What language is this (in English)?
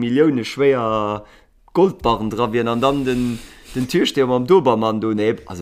Luxembourgish